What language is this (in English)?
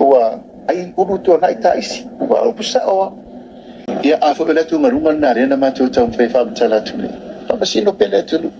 Samoan